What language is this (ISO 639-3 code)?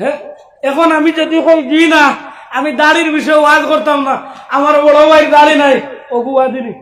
syl